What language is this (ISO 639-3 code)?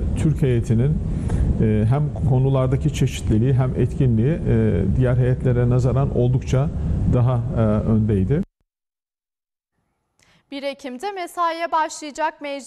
tur